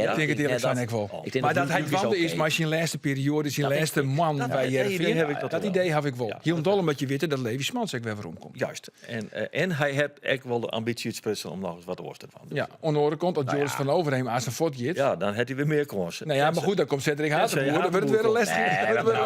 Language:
Western Frisian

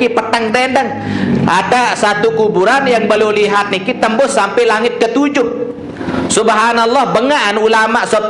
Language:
Sasak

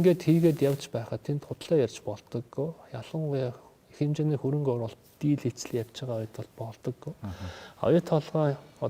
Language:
Mongolian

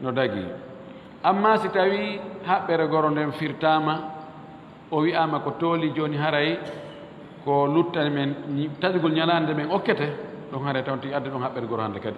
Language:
Fula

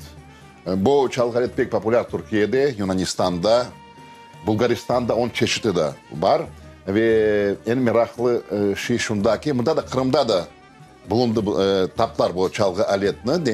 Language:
Crimean Tatar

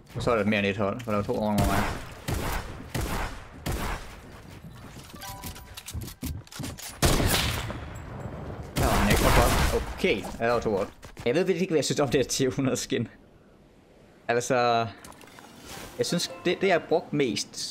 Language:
Danish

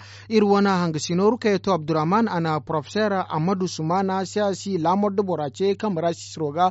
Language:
Zarma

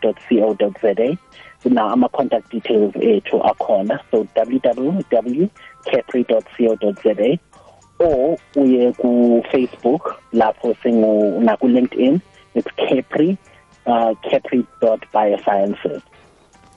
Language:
South Ndebele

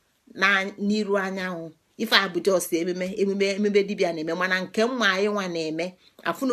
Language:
Igbo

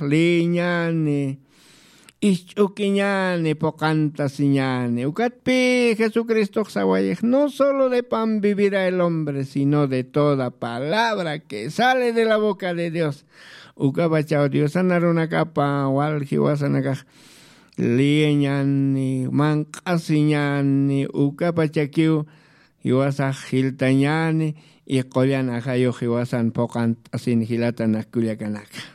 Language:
Aymara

